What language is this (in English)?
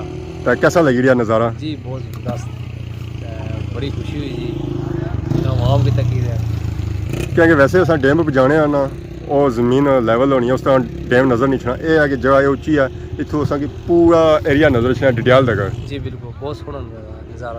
Pahari-Potwari